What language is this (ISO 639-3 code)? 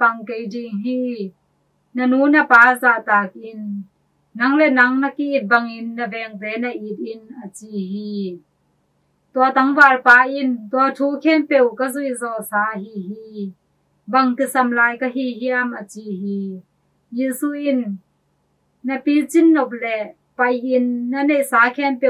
ctd